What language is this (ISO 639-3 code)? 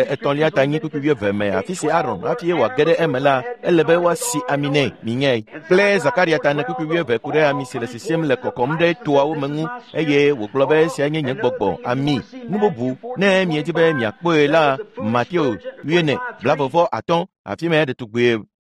ewe